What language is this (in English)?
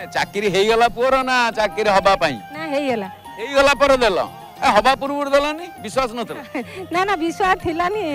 Odia